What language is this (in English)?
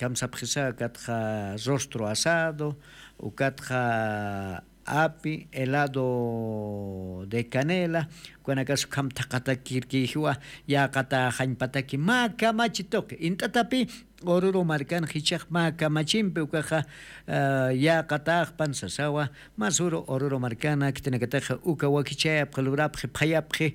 Aymara